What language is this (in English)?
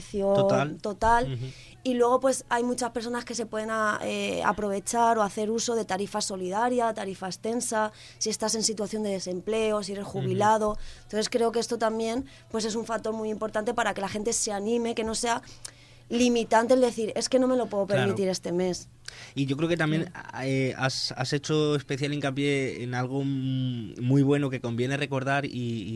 Spanish